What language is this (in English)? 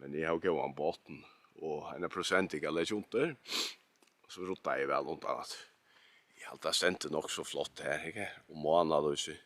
Faroese